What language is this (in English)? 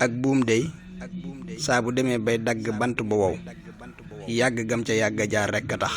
Wolof